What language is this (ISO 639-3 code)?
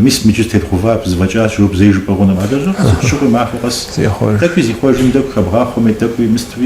kbd